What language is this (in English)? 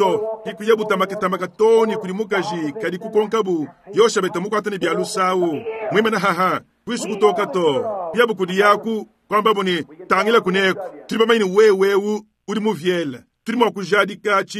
Luba-Lulua